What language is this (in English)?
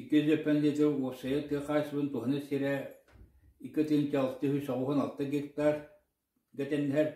Yakut